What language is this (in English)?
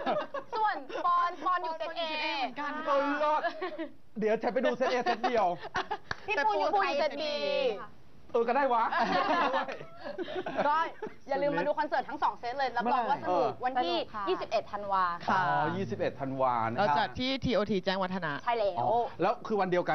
Thai